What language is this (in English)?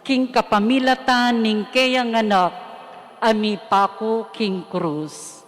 Pampanga